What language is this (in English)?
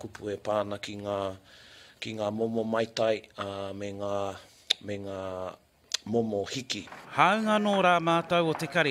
Māori